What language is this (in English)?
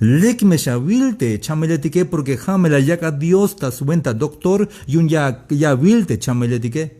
Tzeltal